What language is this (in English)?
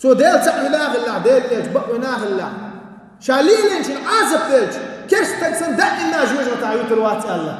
Chechen